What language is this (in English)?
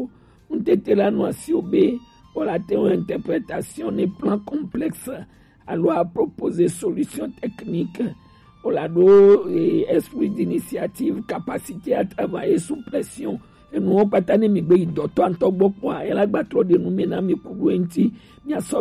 Gen